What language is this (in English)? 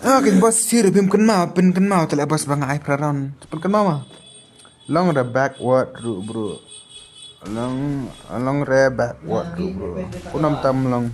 Khasi